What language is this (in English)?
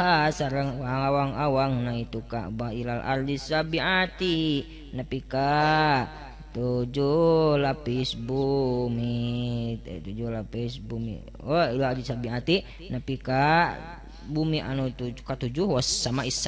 Sundanese